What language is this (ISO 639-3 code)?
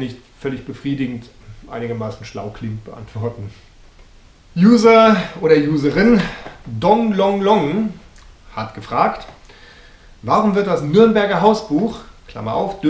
deu